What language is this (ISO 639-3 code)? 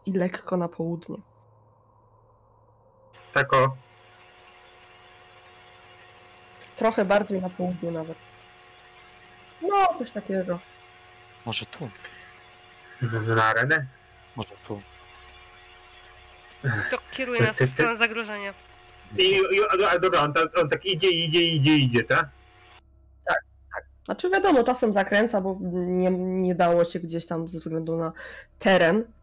pol